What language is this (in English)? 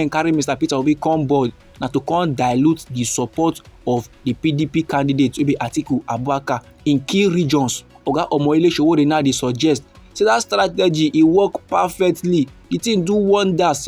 Nigerian Pidgin